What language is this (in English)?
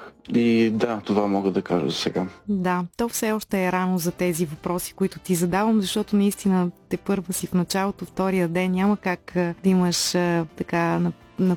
Bulgarian